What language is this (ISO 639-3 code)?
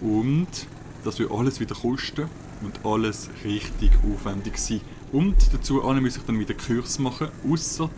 gsw